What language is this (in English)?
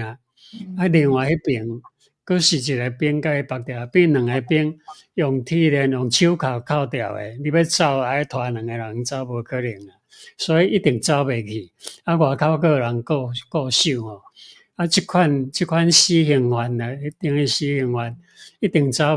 Min Nan Chinese